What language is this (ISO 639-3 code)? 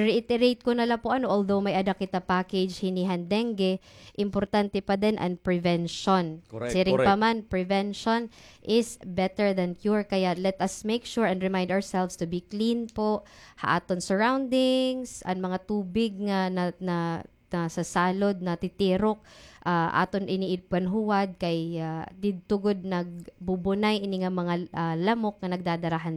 war